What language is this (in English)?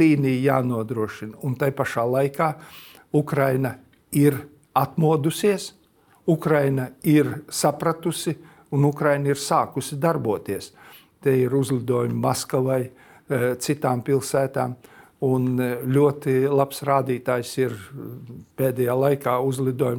Latvian